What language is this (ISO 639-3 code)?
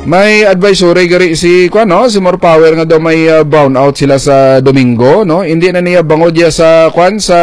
hil